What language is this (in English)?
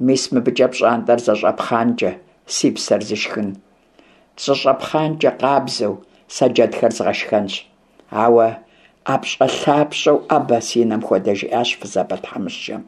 Kabardian